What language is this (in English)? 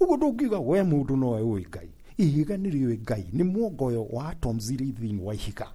Kikuyu